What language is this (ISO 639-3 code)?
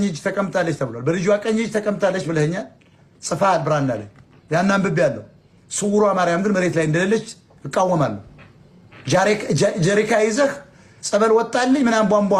amh